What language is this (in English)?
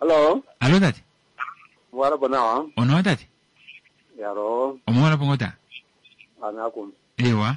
Kuanyama